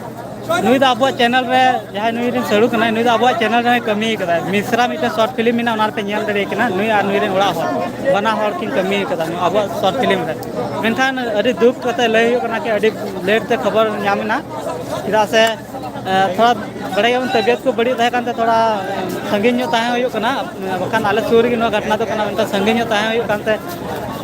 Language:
Santali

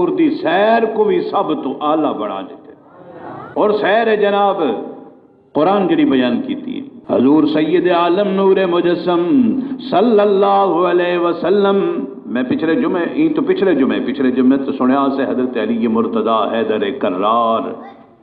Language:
Saraiki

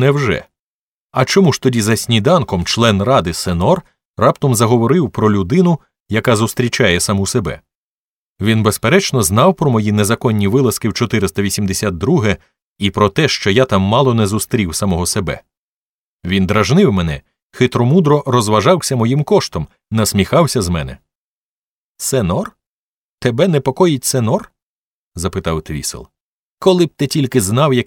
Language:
Ukrainian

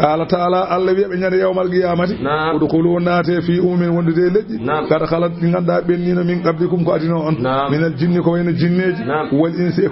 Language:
Fula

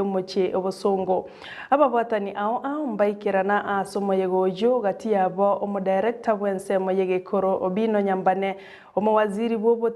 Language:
Gusii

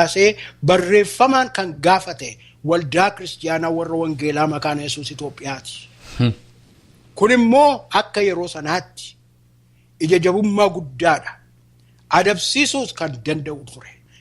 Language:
Oromo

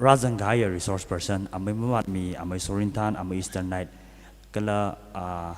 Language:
Tangkhul Naga (India)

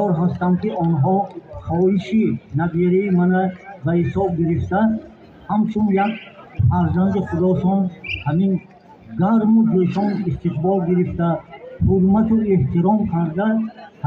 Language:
Tajik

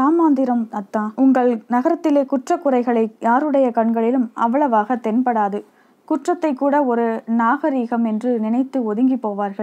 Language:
Tamil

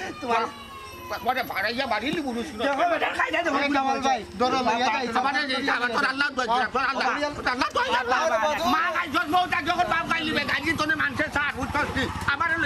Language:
Sylheti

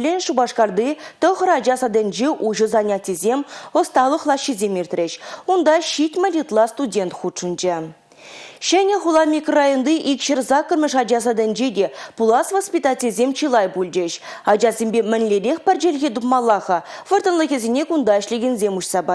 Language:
Chuvash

